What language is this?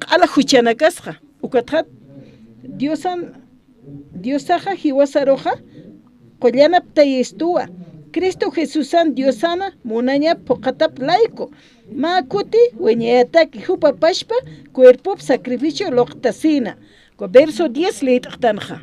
Aymara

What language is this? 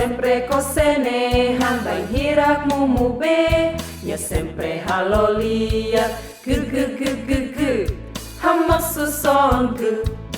Tetum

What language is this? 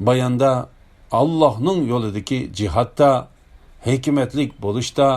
Uyghur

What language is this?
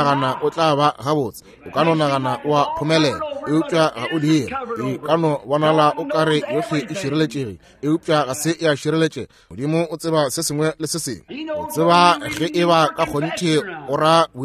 Northern Sotho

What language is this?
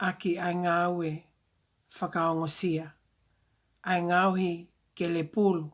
Tongan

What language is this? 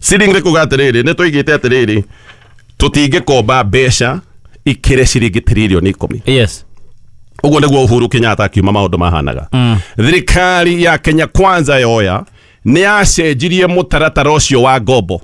Kikuyu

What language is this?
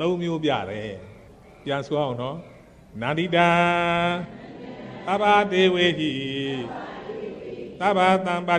Burmese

